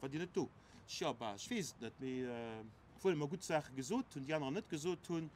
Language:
Luxembourgish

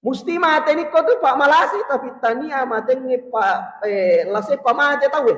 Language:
Buginese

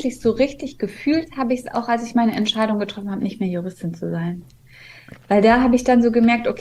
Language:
German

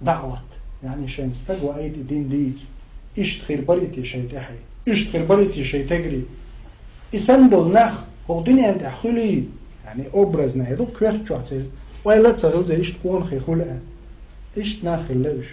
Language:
Chechen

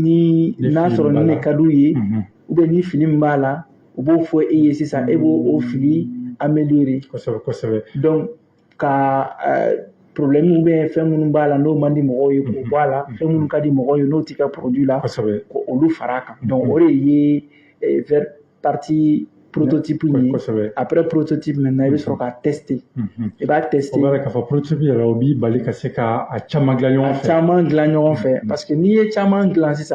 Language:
Bambara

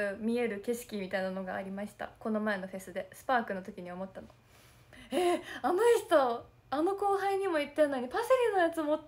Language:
Japanese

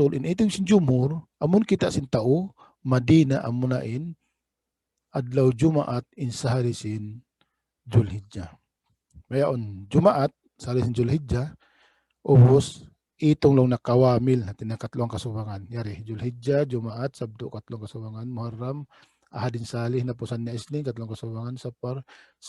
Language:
Tausug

